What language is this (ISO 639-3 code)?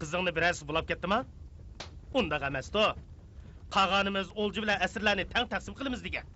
uig